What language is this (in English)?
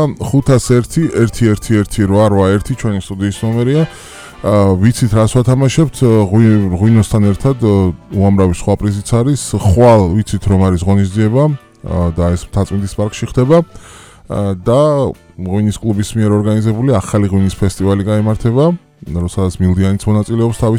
Georgian